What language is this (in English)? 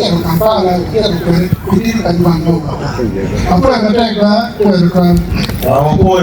Acoli